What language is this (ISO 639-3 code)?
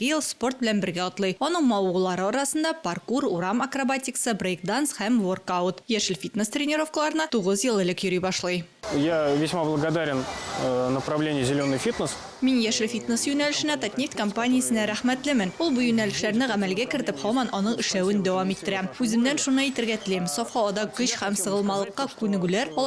tat